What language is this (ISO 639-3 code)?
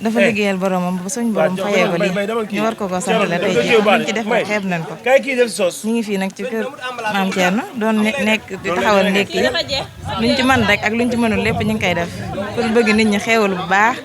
wol